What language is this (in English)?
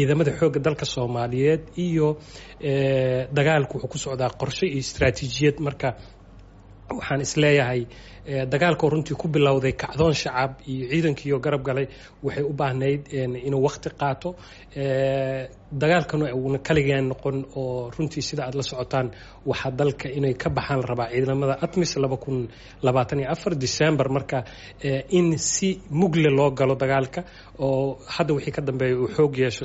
Somali